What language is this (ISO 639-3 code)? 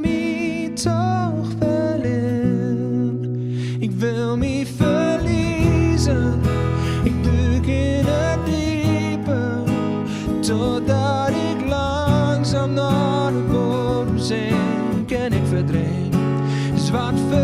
fry